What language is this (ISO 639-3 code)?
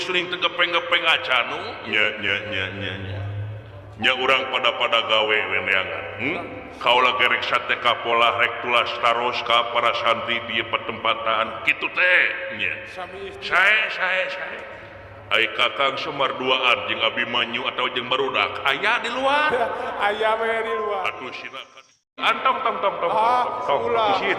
sun